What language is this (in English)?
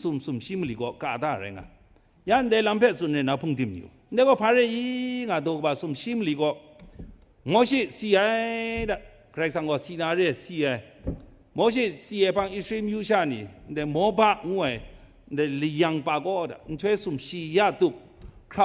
Kachin